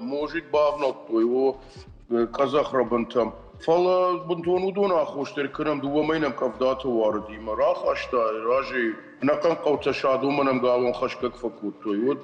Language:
Ossetic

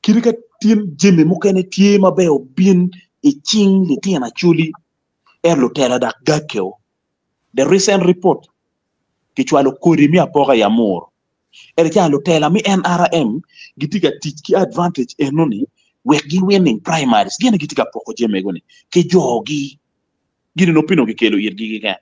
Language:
Acoli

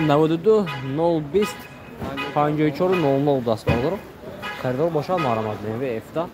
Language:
Tajik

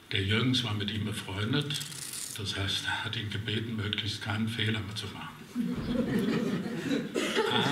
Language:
German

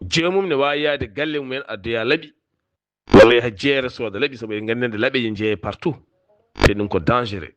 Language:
Fula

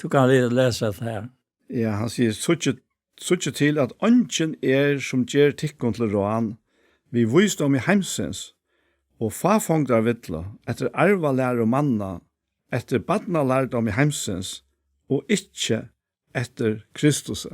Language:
Faroese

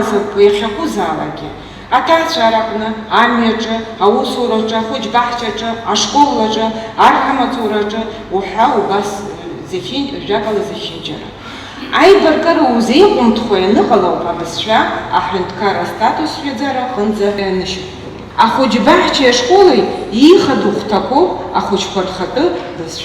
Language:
Abkhazian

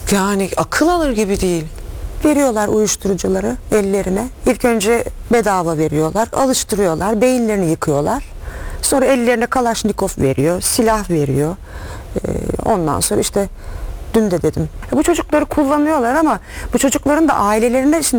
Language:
Turkish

